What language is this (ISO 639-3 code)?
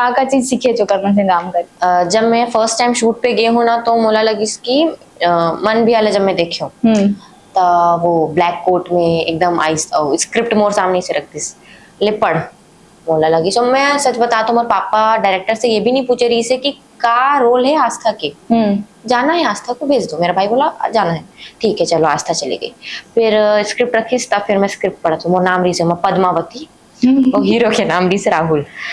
hne